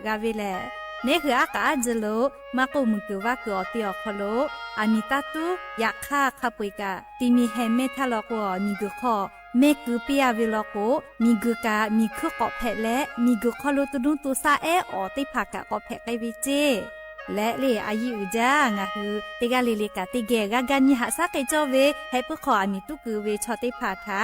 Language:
Lahu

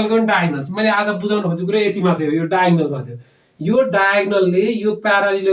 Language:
Nepali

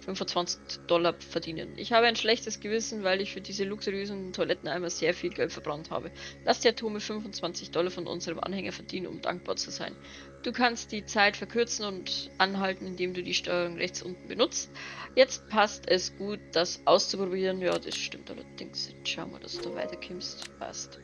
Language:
Bavarian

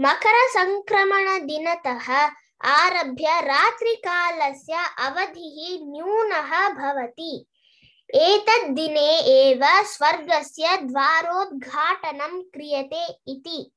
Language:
Sanskrit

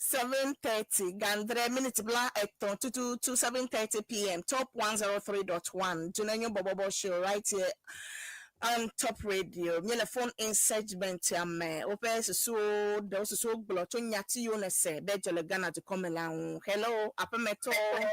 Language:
Ewe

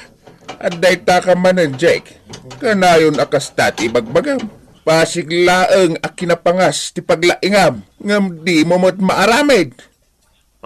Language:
Iloko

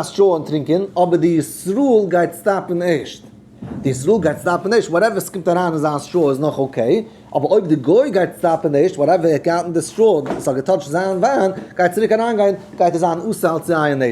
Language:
Yiddish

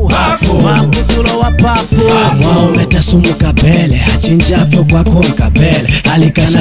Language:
Swahili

